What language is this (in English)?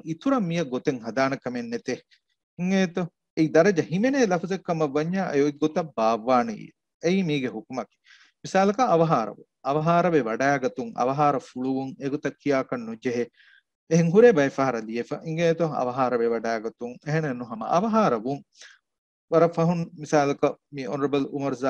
Divehi